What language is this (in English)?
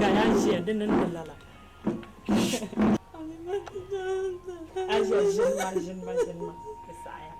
Dagbani